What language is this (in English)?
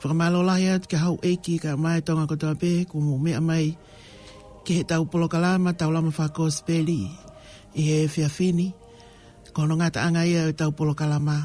Tongan